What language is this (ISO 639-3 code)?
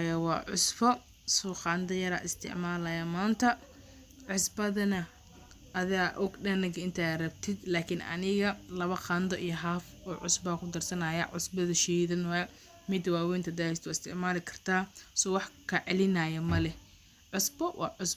som